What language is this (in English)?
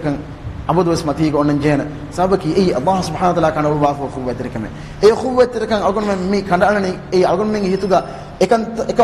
Divehi